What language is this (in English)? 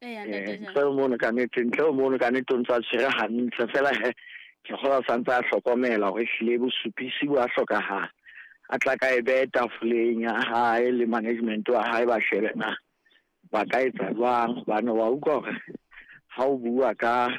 Southern Sotho